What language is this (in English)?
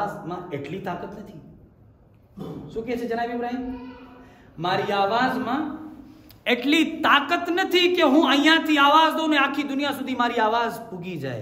Gujarati